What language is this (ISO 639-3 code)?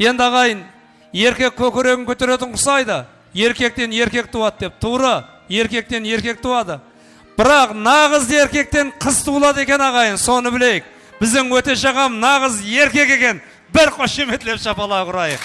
kaa